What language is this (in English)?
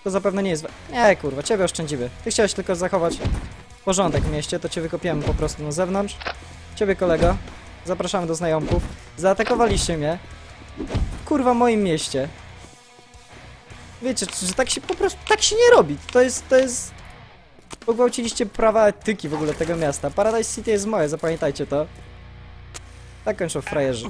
Polish